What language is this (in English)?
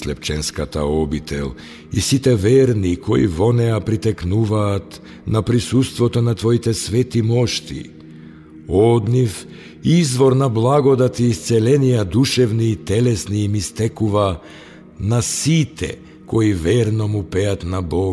Macedonian